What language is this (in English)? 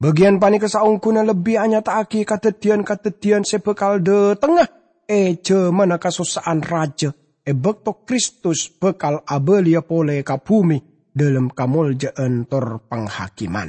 Madurese